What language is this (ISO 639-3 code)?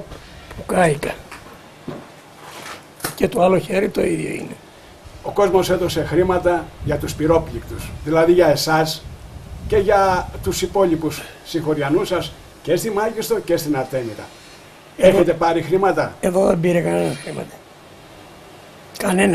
ell